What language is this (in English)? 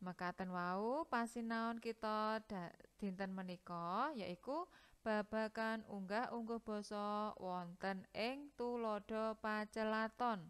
Javanese